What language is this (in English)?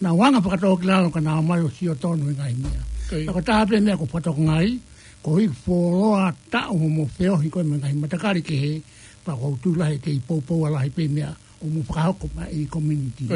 Tongan